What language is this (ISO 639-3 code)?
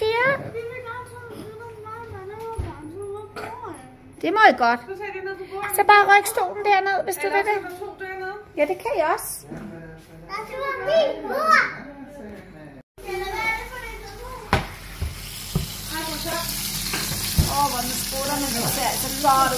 dan